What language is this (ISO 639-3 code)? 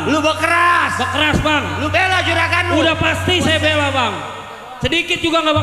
bew